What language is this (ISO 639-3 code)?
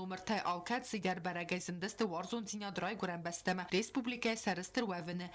oss